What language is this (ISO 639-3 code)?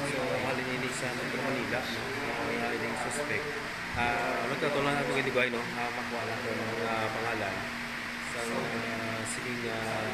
hil